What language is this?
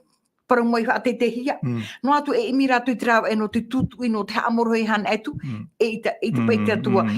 Tahitian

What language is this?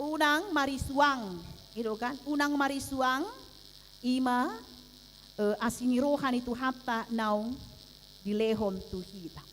Batak Toba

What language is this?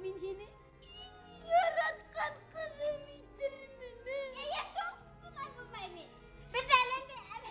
Bashkir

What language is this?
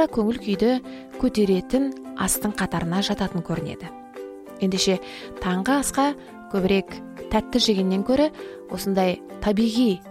Kazakh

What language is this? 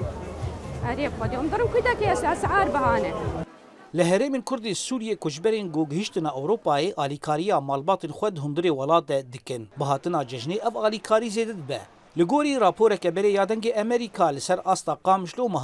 Kurdish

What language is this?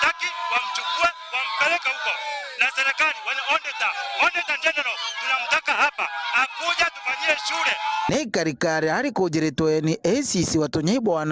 Meru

